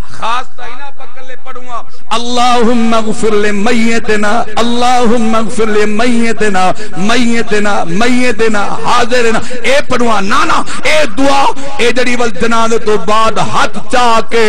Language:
Saraiki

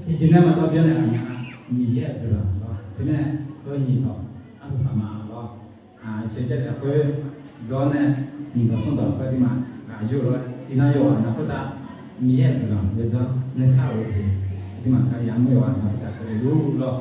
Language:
Akha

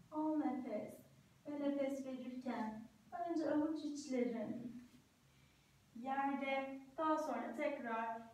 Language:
Turkish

